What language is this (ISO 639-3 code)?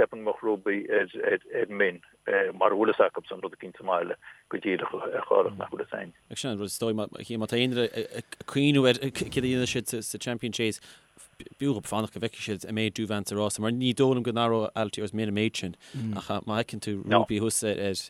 gle